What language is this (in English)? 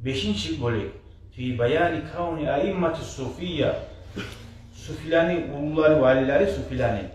Kumyk